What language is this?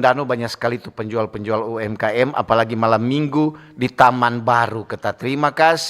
Manado Malay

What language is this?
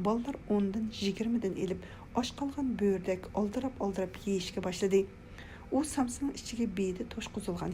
Uyghur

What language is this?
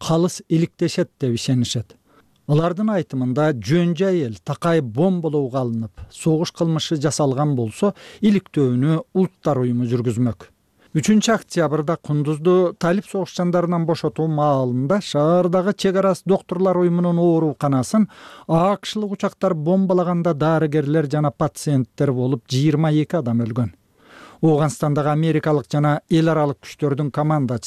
Kyrgyz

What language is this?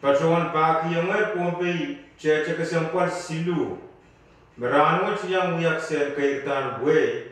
Pohnpeian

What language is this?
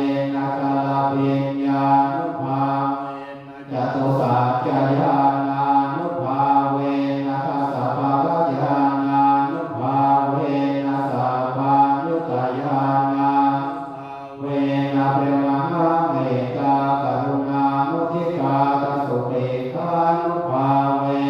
Pali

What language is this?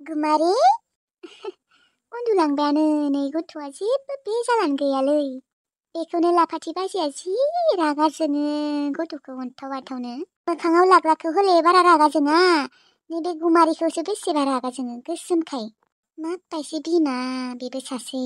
Bodo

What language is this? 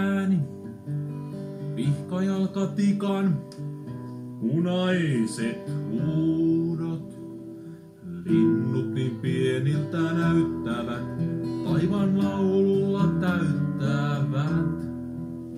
Finnish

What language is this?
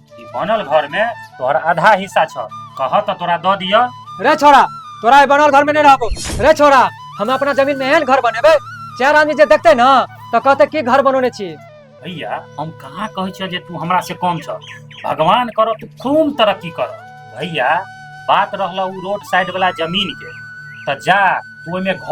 Maithili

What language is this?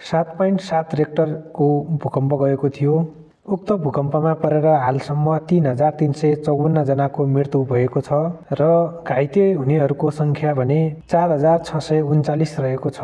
Nepali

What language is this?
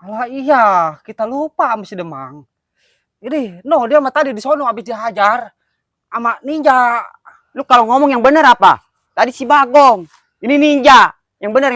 Betawi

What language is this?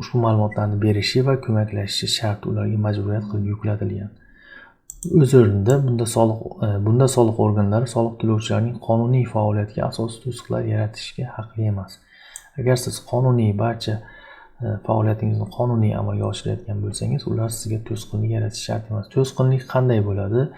Uzbek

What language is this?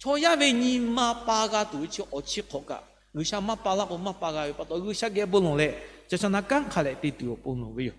Lahu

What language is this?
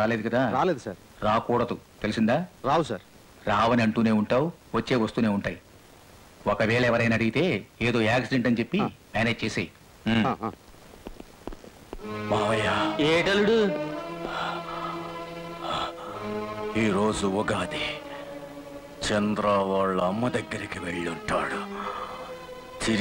Telugu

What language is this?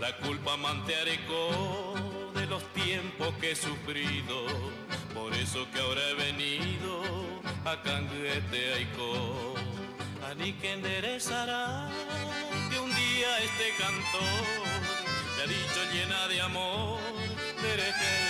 Guarani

